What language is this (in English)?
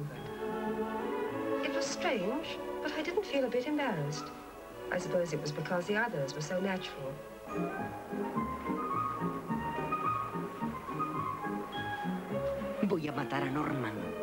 Spanish